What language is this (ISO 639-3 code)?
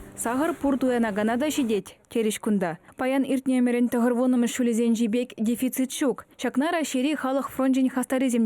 chv